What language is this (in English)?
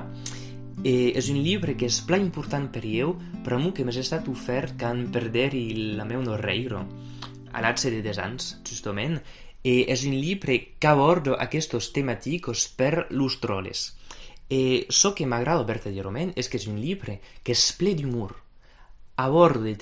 Occitan